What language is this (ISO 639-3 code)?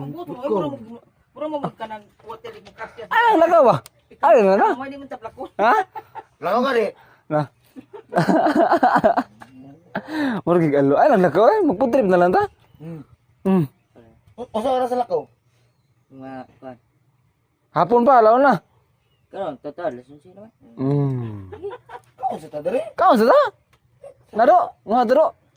ceb